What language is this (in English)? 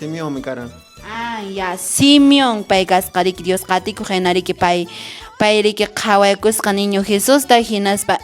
Quechua